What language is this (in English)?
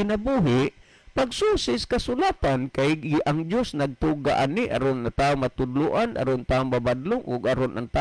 Cebuano